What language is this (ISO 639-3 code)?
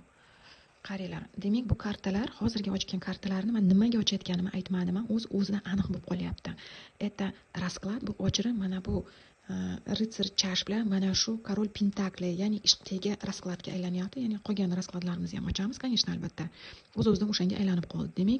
uzb